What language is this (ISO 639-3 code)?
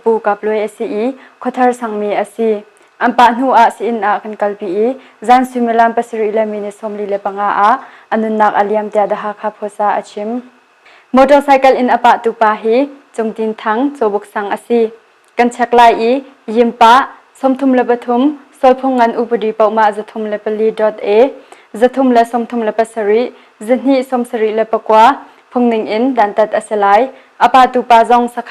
cnh